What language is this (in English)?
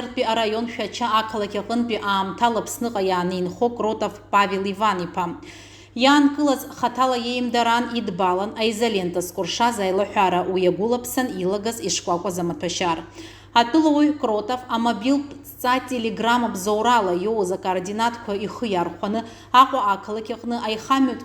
Abkhazian